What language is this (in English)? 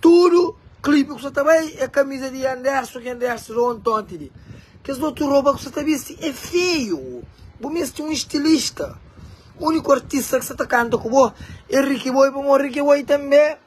Kabuverdianu